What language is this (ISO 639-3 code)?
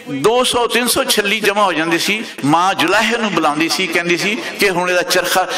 lah